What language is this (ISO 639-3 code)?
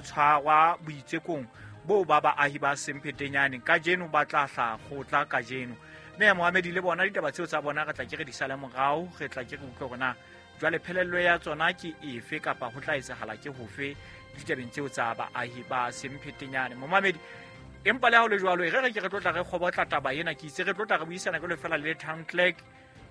sot